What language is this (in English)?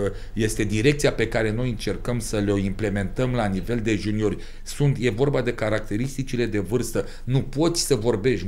Romanian